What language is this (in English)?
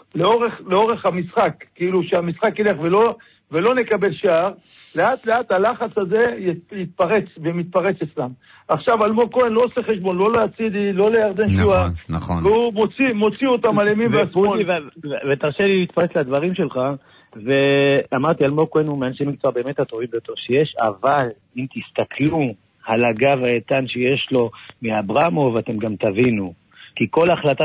Hebrew